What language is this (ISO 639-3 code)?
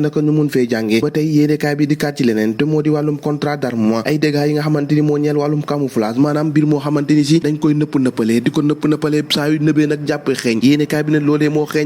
wol